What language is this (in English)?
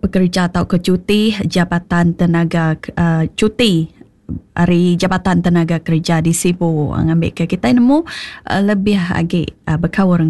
Iban